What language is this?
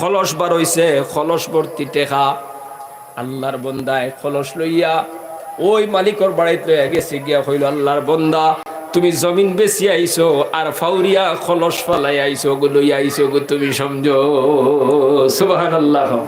Sylheti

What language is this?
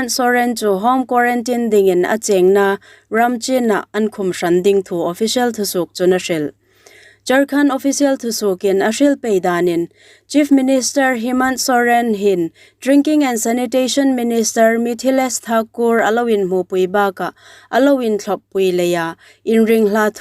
Hmar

